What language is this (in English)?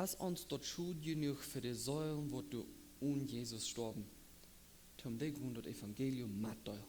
Plautdietsch